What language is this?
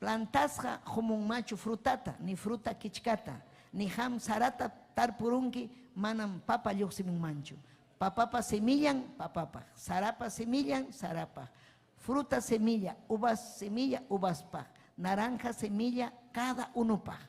Ayacucho Quechua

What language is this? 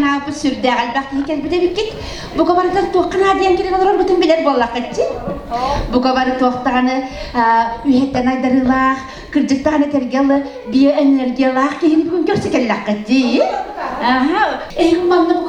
Yakut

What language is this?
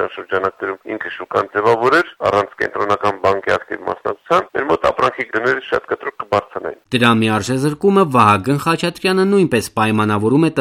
Armenian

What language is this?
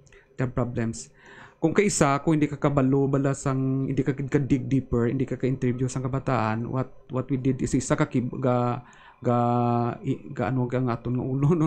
Hiligaynon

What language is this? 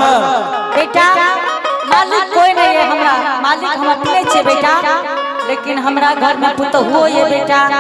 Angika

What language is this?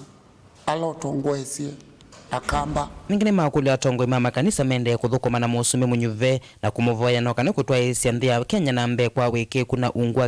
Kamba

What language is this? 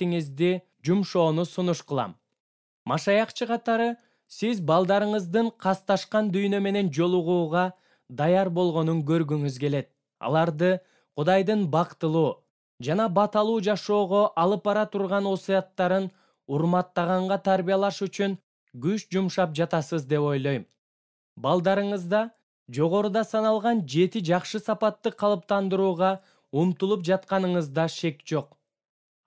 Kyrgyz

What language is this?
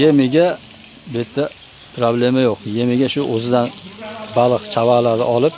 Uzbek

